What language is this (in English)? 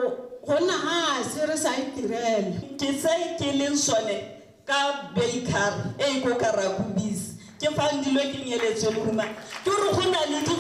Tswana